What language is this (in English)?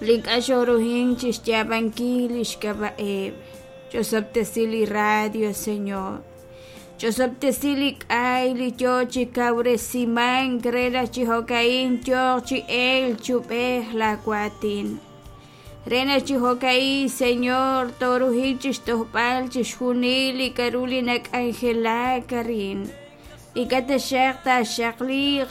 Kekchí